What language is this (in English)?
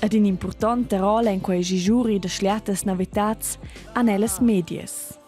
Romansh